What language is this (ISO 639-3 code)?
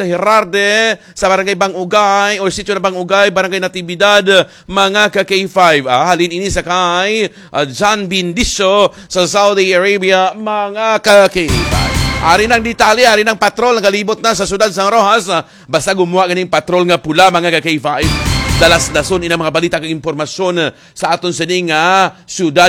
hil